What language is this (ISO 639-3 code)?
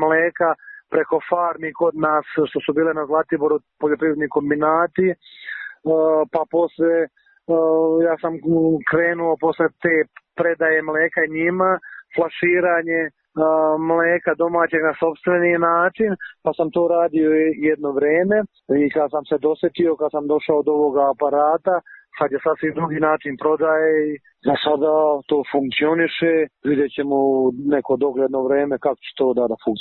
srp